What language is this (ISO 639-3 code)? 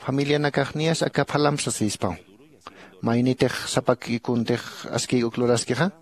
aym